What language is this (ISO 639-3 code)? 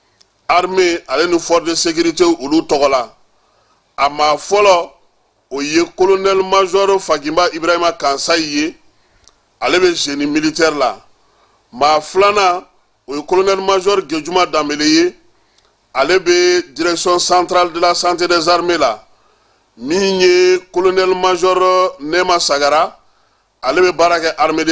bam